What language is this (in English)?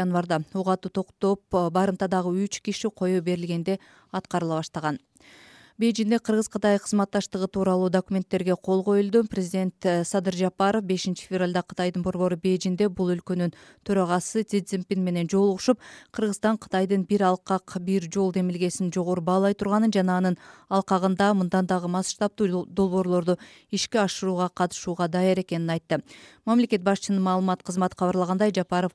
Kyrgyz